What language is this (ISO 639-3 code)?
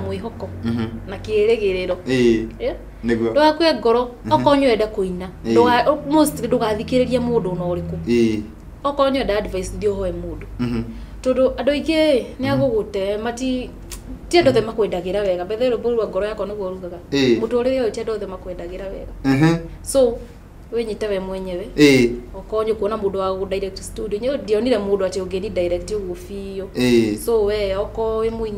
kik